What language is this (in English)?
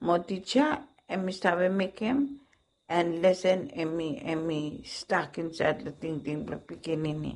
Bislama